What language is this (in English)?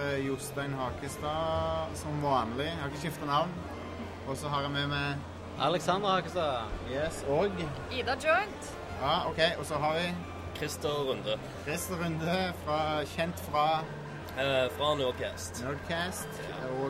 Norwegian